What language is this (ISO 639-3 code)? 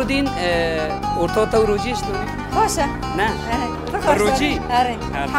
kur